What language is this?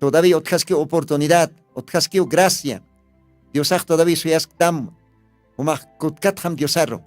Aymara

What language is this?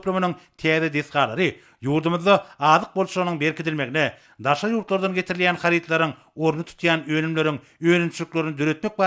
Turkmen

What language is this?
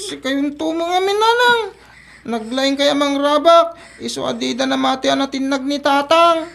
Iloko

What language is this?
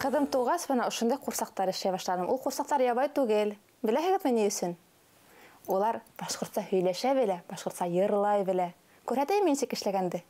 Bashkir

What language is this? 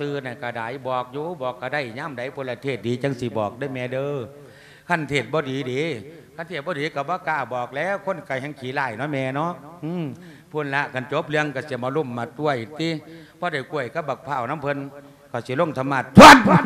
Lao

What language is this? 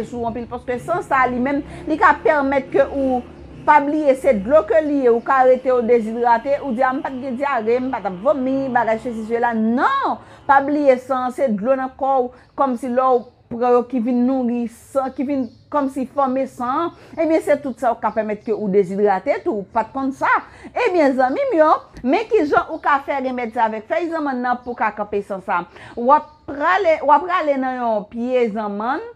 Haitian Creole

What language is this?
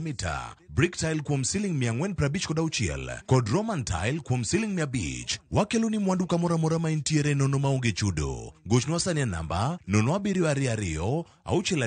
Luo (Kenya and Tanzania)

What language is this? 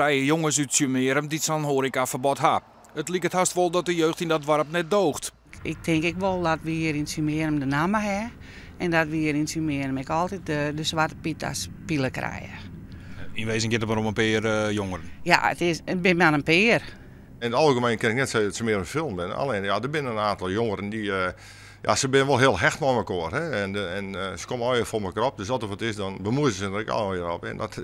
Western Frisian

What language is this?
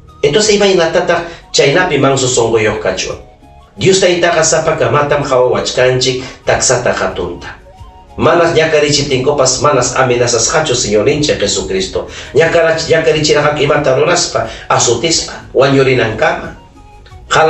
Ayacucho Quechua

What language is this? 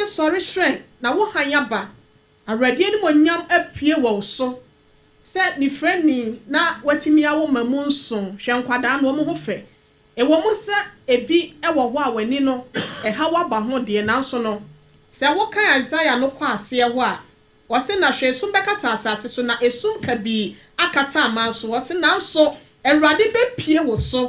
Akan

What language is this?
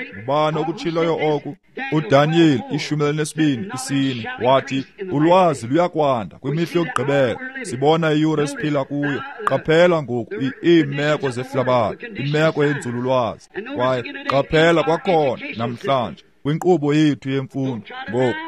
Xhosa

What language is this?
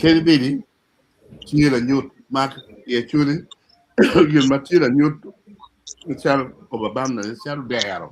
Acoli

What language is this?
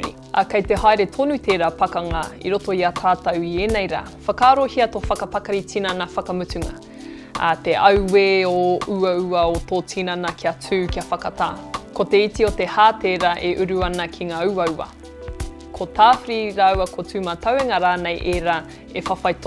Māori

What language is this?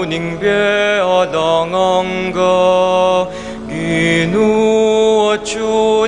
Pampanga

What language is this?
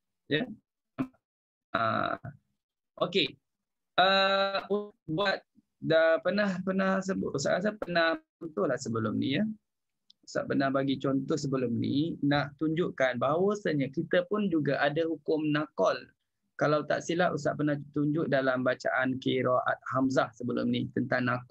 Malay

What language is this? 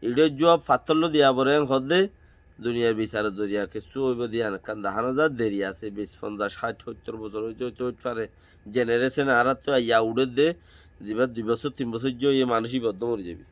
Rohingya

